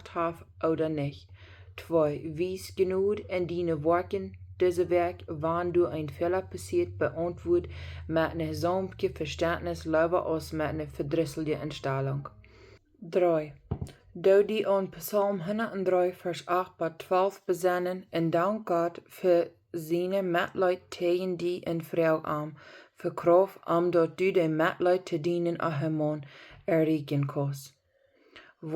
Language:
Plautdietsch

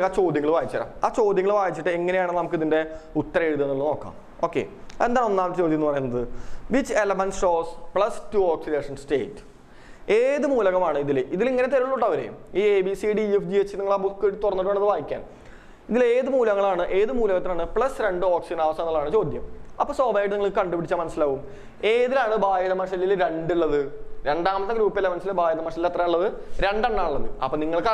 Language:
Malayalam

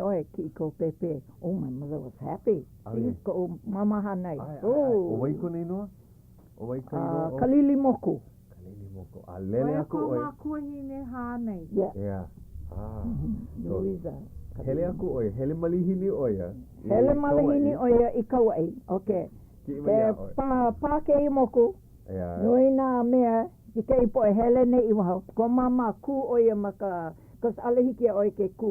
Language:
Hawaiian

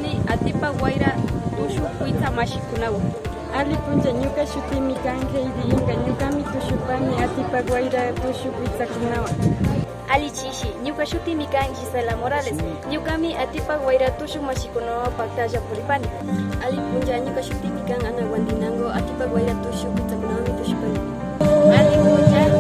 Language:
Imbabura Highland Quichua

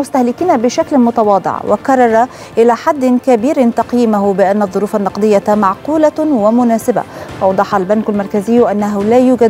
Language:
Arabic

